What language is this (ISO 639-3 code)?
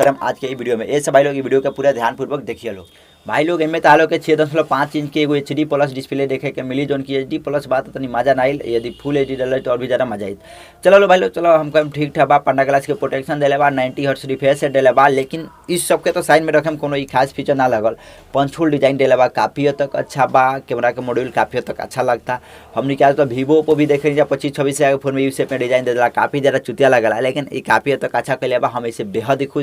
bho